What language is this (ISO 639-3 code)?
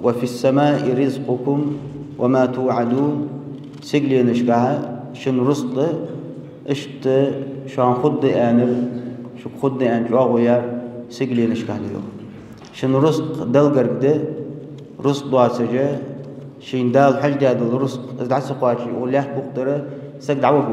inh